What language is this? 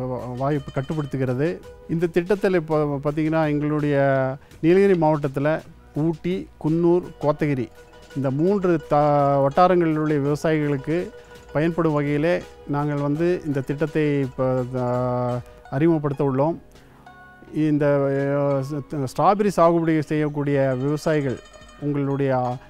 Tamil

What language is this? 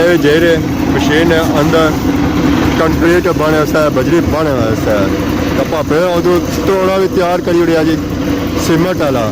Pahari-Potwari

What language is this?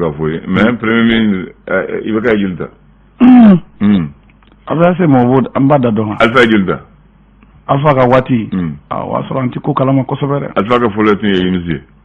Bambara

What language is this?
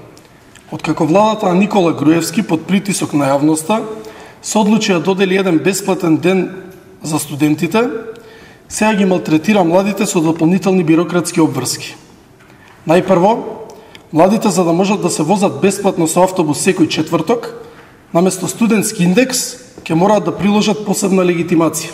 Macedonian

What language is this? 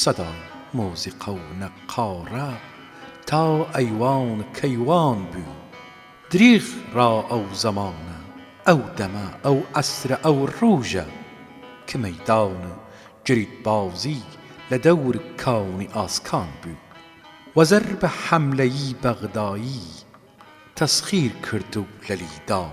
Southern Kurdish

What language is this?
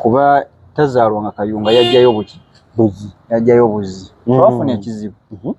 Ganda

